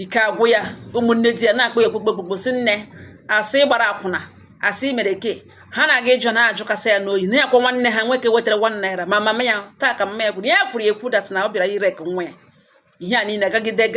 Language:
Igbo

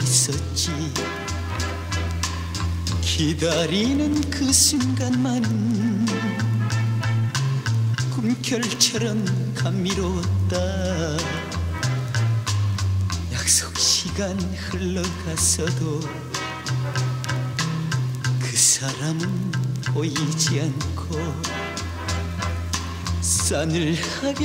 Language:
Korean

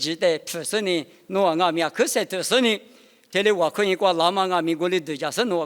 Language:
Lisu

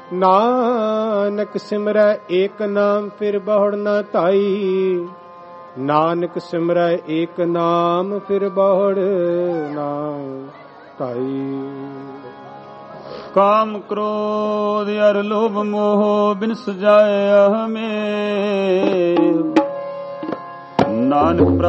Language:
Punjabi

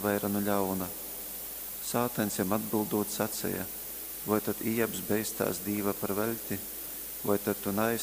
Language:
Latgalian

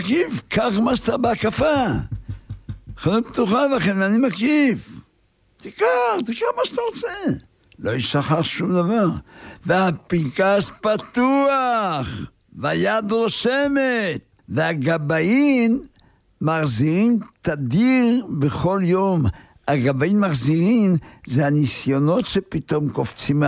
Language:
Hebrew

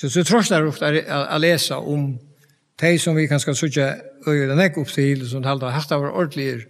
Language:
Faroese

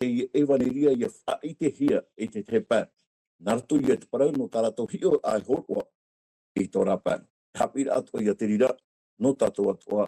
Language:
Tahitian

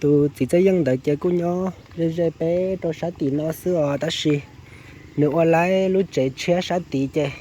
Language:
Hmong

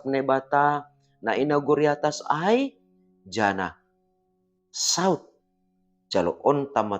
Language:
Batak Simalungun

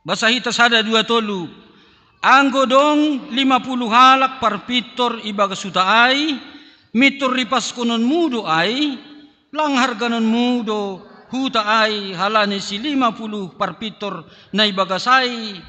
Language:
Batak Simalungun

